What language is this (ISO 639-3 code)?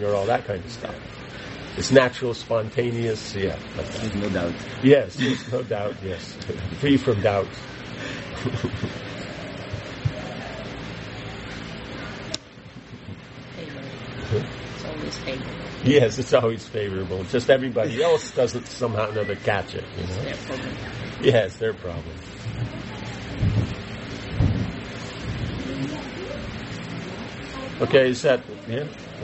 eng